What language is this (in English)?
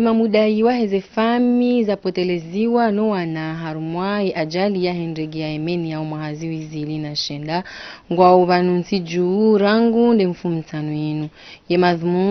Ngazidja Comorian